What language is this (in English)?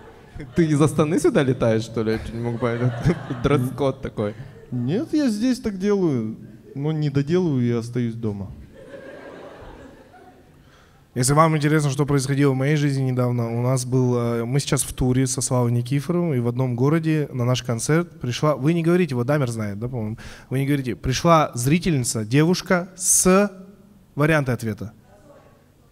Russian